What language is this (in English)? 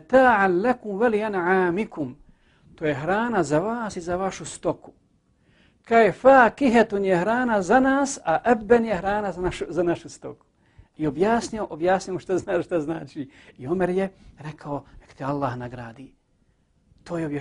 Bosnian